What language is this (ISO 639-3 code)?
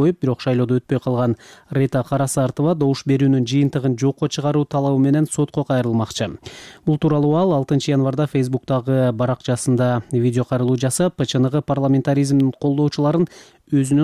kir